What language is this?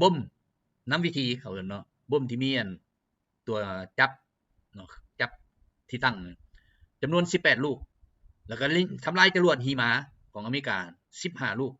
Lao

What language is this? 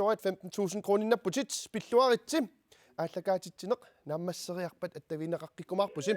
Kalaallisut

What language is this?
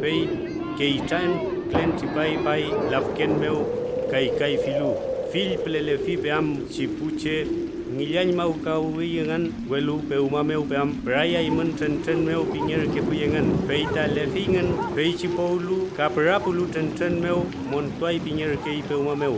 Mapuche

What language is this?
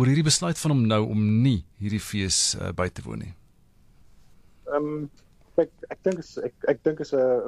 Afrikaans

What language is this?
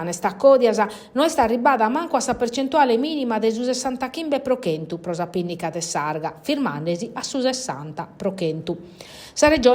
Sardinian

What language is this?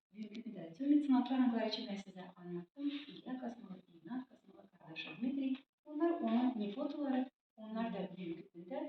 Gagauz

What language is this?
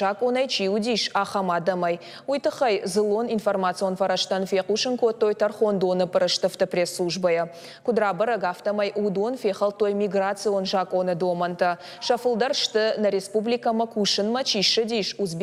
Ossetic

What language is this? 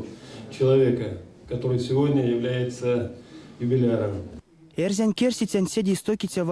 Erzya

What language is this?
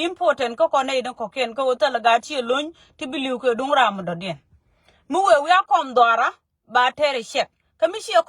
Nuer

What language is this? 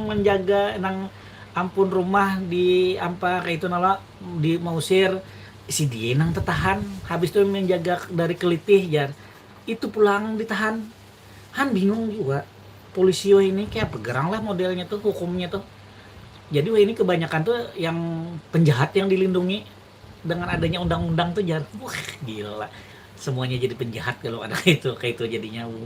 Banjar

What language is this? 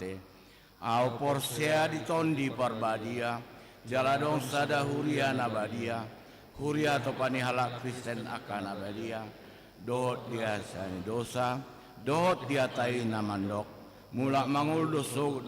Batak Toba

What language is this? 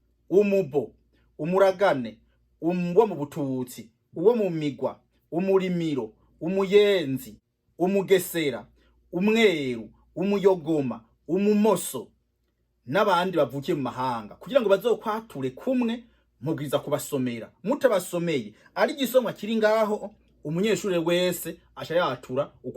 Rundi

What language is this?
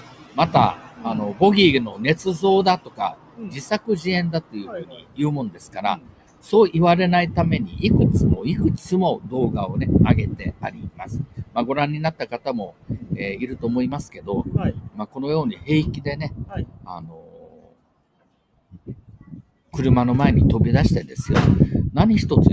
Japanese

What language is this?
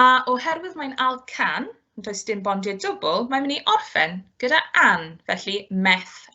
Welsh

